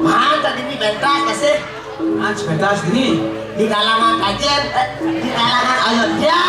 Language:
Balinese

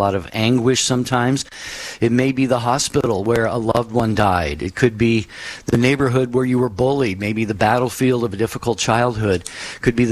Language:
English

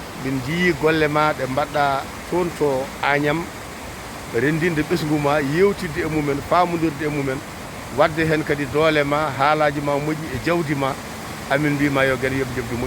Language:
Fula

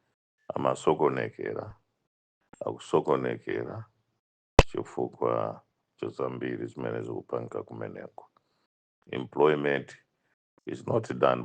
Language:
Nyanja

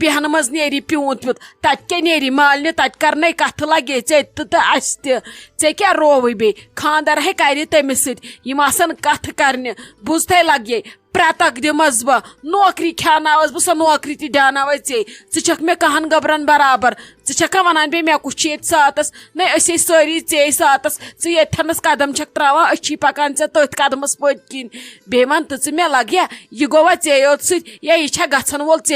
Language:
Kashmiri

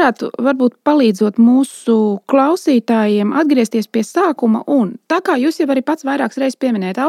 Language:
Latvian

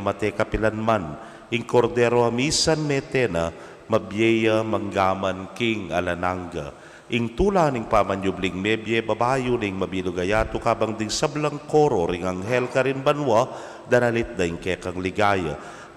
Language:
Pampanga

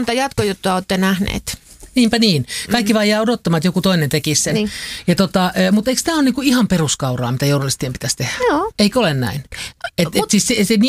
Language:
Finnish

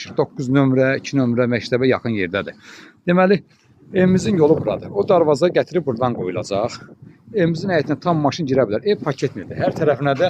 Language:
Azerbaijani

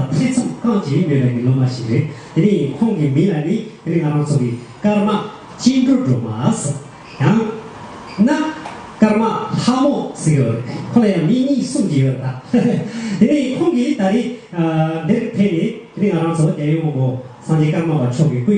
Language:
Tibetan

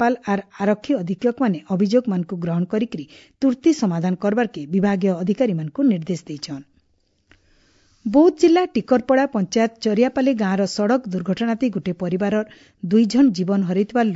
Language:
Odia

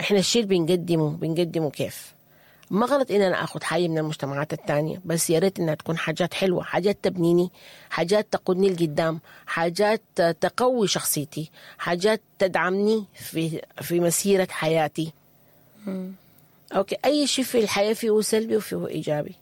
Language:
Sudanese Arabic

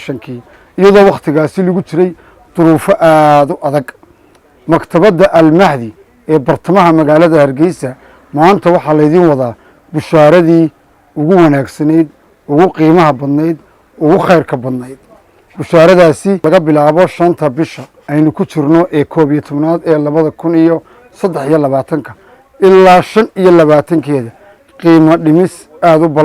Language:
Somali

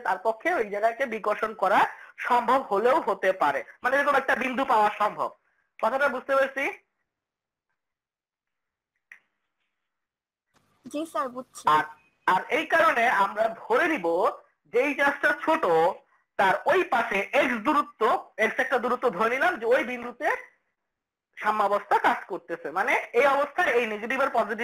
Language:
Bangla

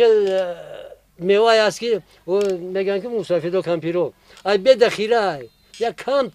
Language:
Tajik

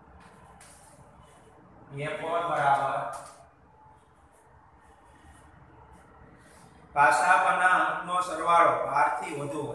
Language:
Gujarati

